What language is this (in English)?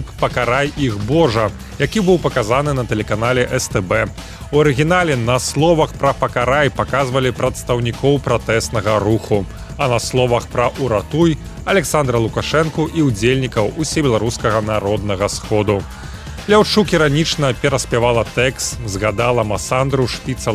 Belarusian